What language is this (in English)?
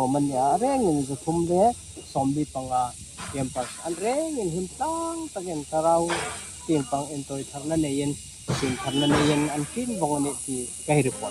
Hmar